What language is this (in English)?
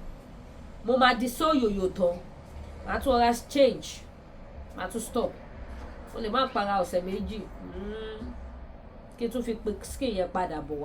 Yoruba